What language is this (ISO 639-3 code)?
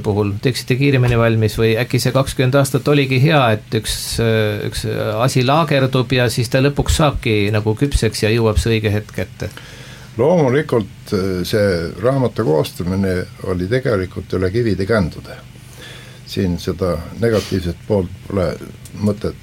est